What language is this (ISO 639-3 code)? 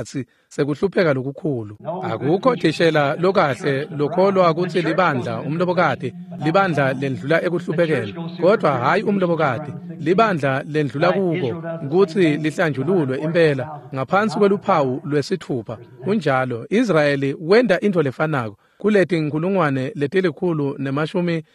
ssw